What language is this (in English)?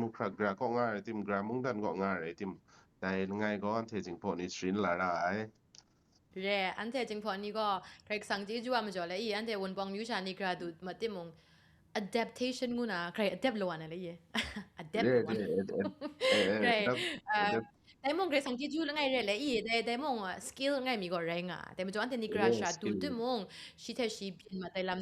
Kachin